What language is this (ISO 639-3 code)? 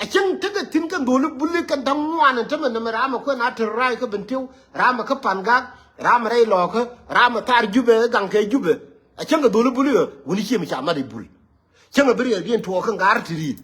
nus